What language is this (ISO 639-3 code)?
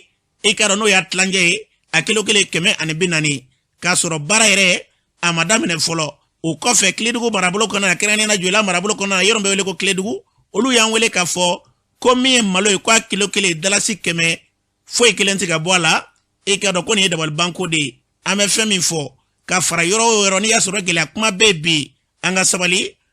bam